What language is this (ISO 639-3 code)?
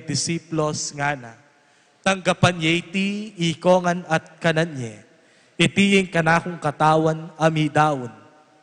pam